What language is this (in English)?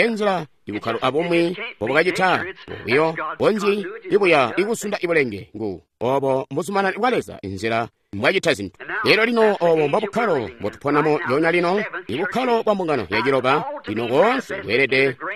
Tonga (Zambia)